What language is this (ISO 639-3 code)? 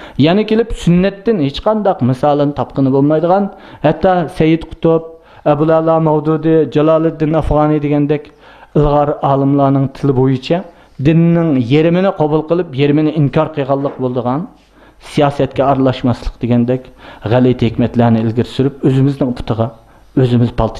uig